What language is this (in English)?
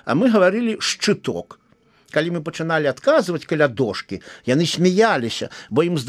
Belarusian